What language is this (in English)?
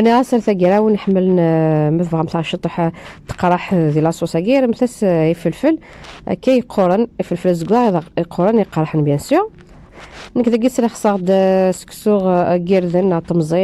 Kabyle